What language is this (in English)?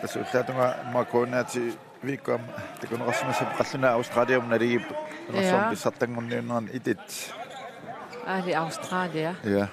Kalaallisut